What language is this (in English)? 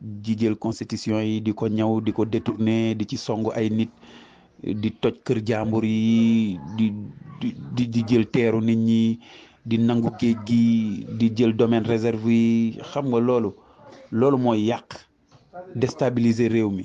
Wolof